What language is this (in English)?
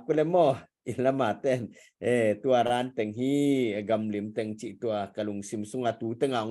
Tedim Chin